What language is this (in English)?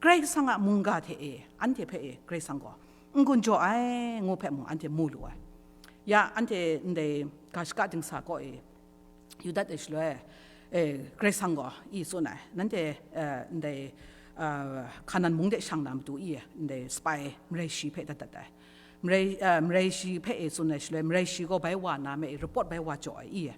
Kachin